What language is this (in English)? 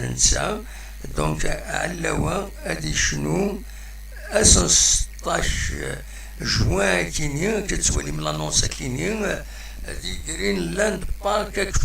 Kabyle